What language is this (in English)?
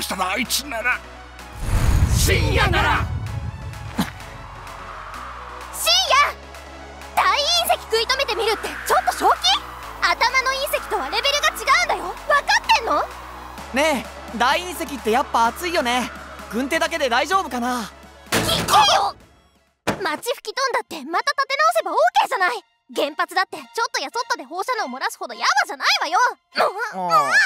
Japanese